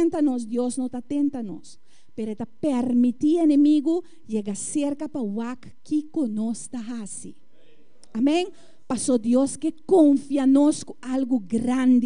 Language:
Papiamento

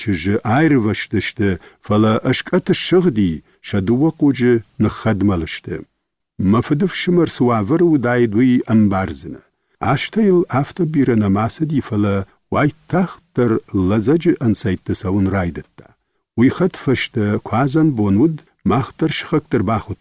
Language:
Ossetic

